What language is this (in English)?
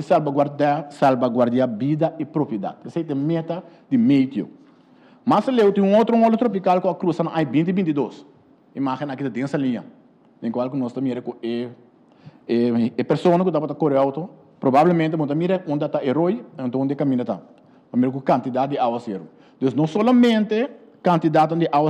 Papiamento